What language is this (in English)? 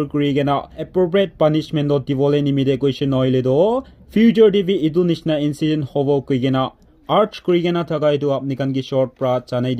Naga Pidgin